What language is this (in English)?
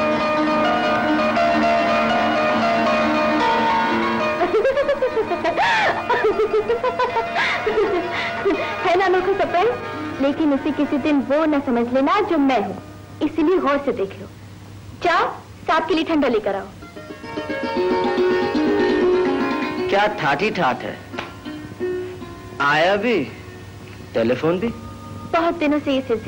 Hindi